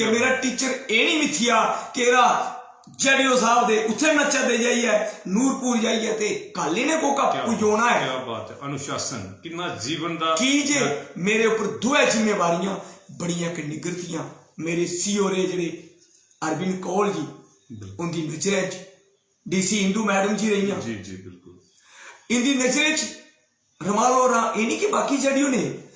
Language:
Dogri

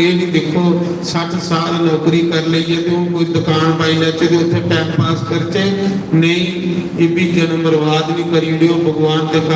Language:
Dogri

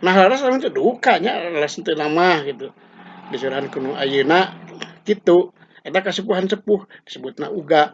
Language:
Sundanese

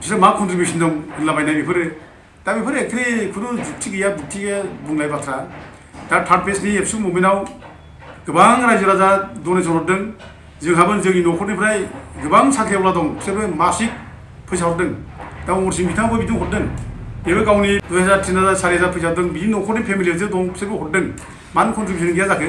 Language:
Bodo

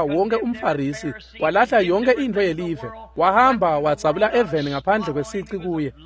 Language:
Swati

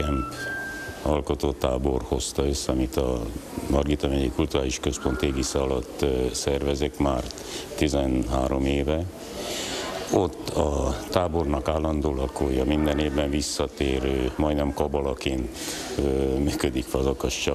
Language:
Hungarian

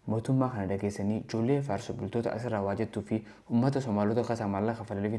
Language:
Oromo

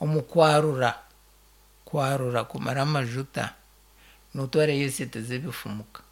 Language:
Nyankole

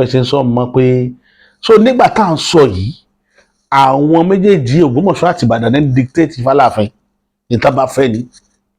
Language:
Yoruba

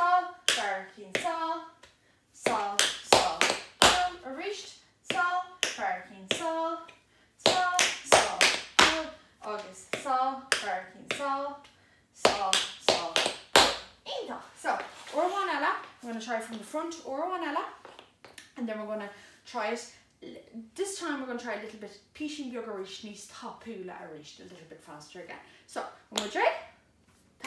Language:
Irish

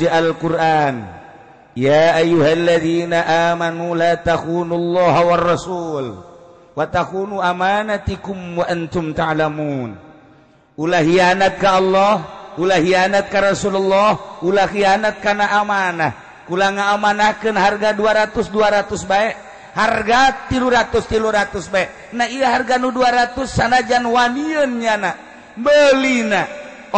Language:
Sundanese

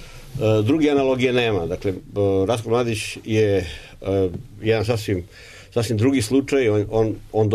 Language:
Serbian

